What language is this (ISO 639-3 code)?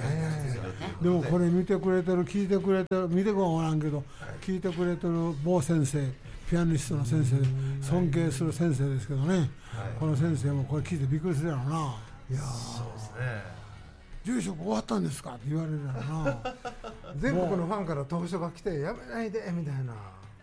jpn